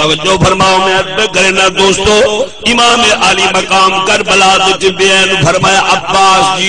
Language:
Saraiki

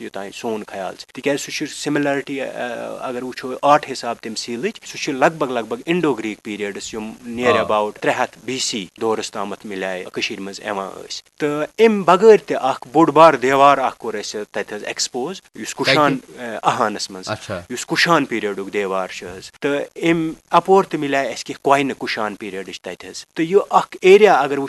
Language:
Kashmiri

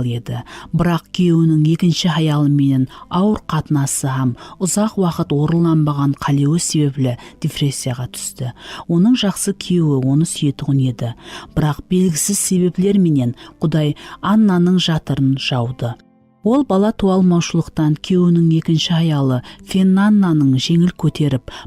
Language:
Kara-Kalpak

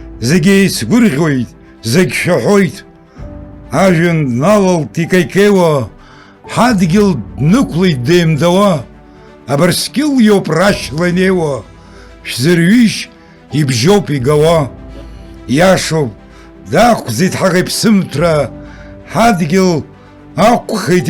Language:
Abkhazian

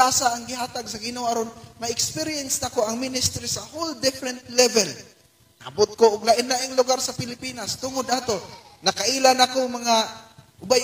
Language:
Cebuano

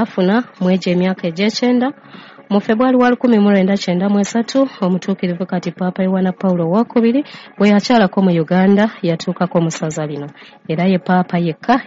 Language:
Ganda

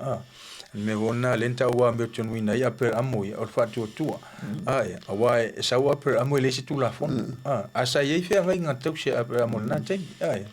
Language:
Samoan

